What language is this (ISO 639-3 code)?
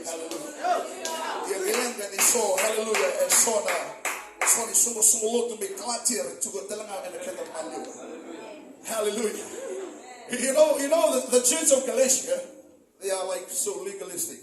fij